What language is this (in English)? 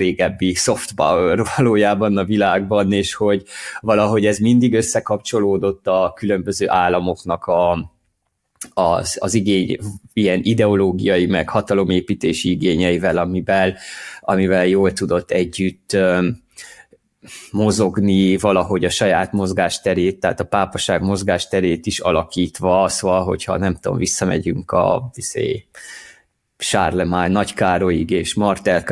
Hungarian